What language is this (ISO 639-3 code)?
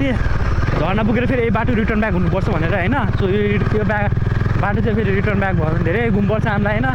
nep